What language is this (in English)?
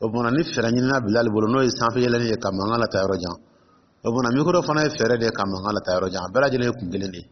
Dyula